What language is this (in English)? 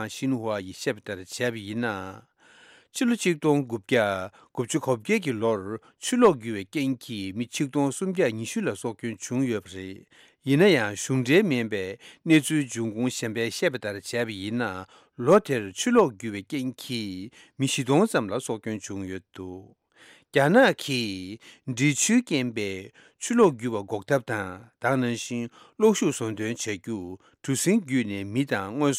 Tibetan